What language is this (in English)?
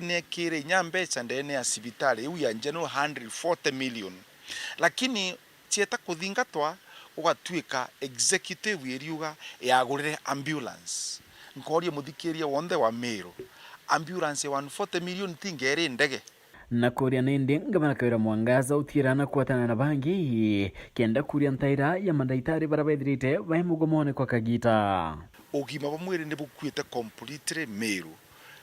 Meru